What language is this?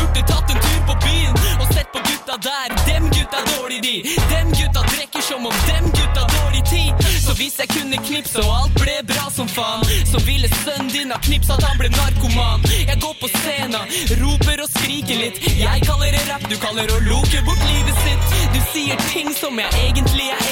Norwegian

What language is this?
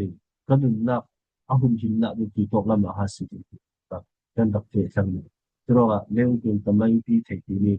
Falam Chin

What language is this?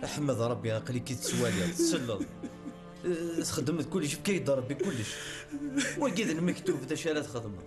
Kabyle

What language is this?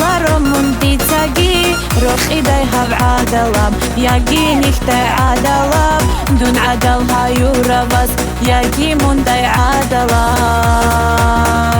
Tabassaran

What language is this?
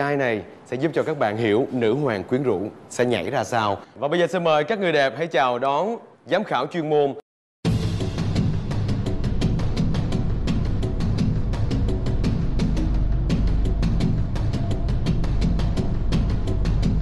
Vietnamese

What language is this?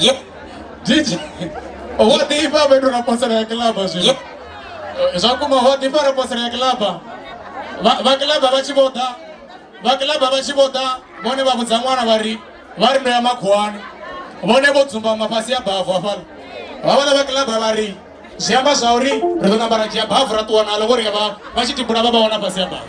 Venda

